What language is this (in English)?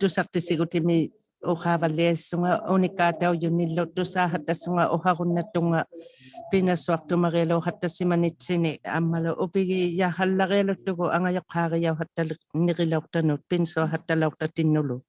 Inuktitut